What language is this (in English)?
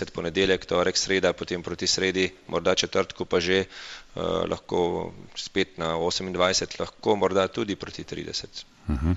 Slovenian